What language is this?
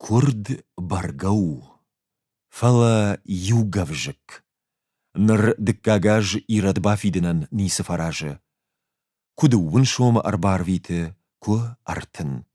Ossetic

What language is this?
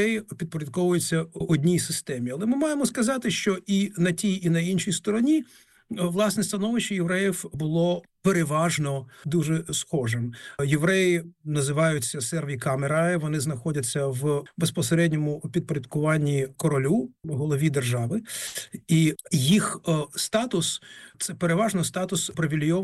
Ukrainian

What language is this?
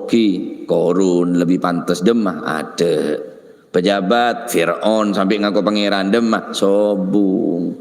Madurese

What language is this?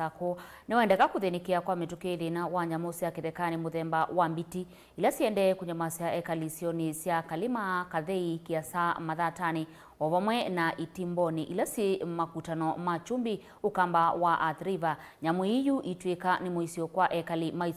Kamba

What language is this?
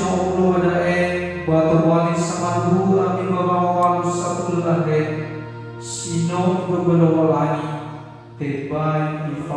Nias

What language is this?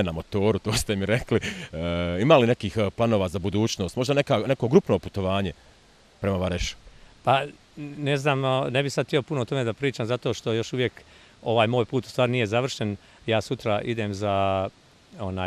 Bosnian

